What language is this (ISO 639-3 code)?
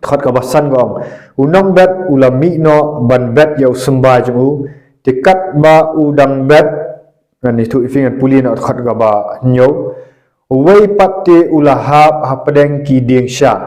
kha